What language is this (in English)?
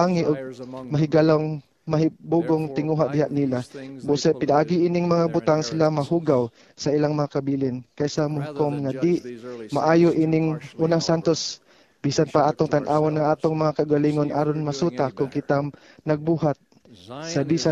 Cebuano